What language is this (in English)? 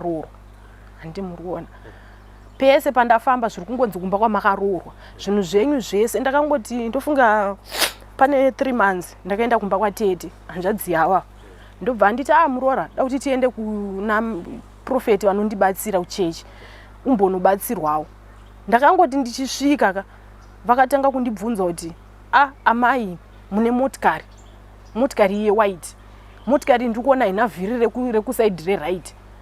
Shona